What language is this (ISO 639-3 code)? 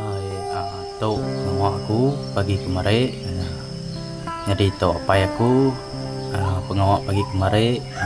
iba